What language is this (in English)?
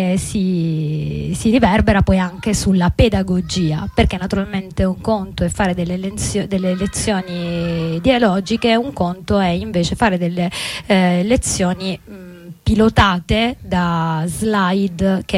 Italian